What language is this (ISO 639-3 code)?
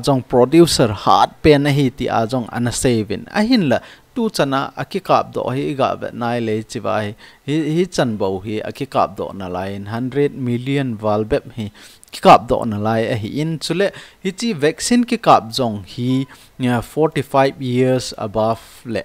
tcz